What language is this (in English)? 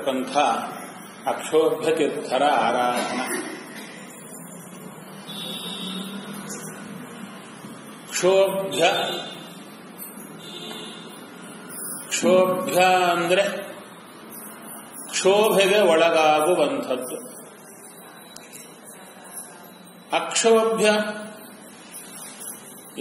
Kannada